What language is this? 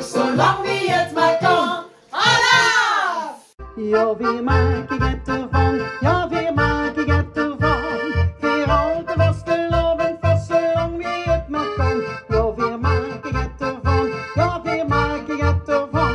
Limburgish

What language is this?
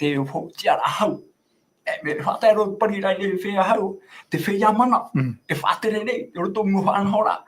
Tahitian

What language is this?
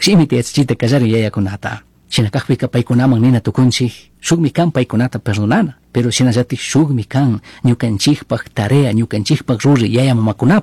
Chimborazo Highland Quichua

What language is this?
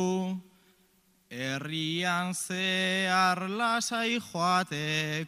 Basque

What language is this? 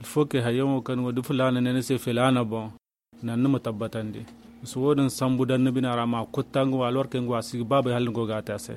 Zarma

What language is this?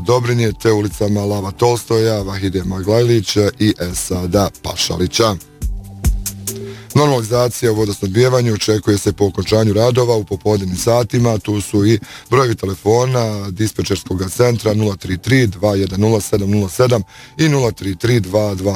Bosnian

